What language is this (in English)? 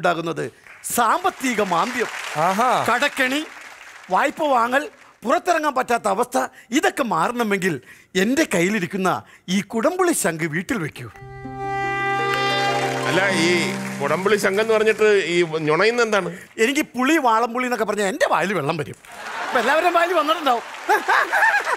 Malayalam